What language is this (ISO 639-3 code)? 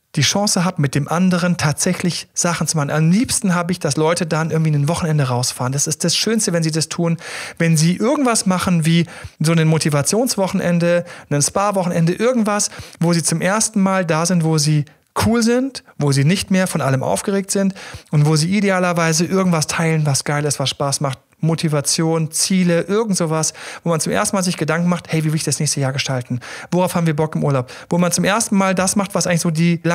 deu